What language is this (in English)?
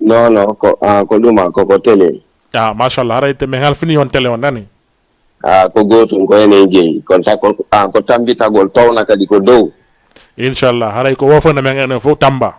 Fula